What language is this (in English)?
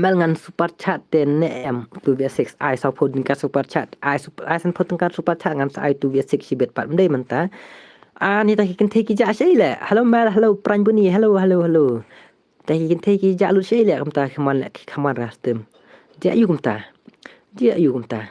Khasi